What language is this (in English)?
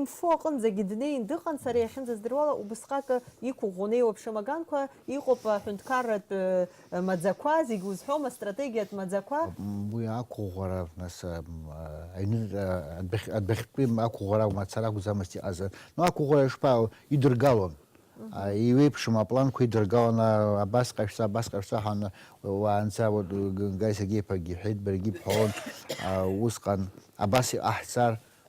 Abkhazian